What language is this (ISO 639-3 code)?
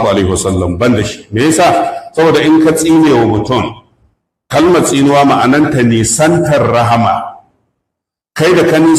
hau